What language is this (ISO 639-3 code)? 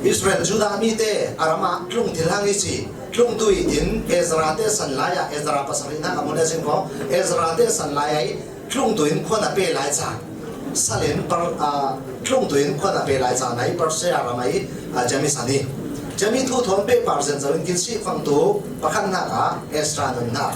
cfm